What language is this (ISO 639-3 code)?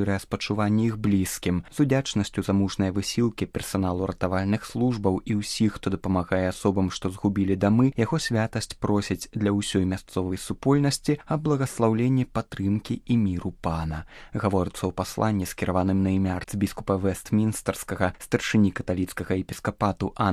bel